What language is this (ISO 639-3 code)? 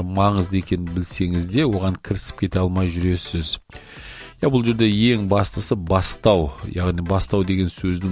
kaz